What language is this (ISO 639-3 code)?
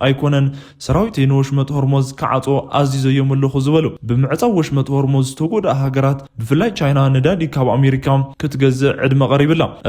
tir